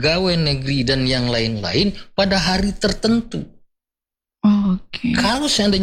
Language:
Indonesian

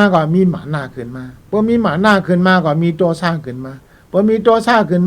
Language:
Shan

